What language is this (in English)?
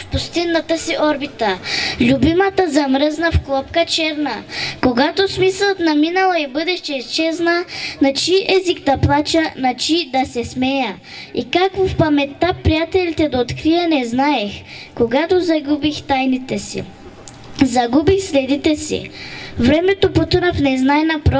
Bulgarian